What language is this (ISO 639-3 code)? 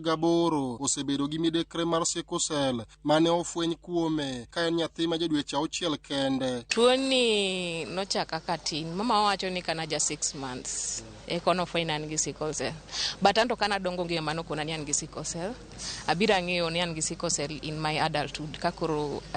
luo